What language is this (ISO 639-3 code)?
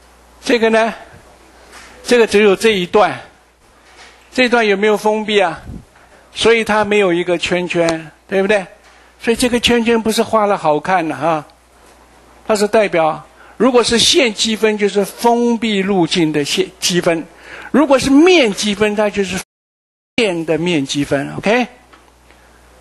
zho